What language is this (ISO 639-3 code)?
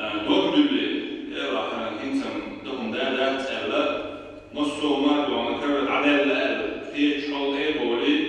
che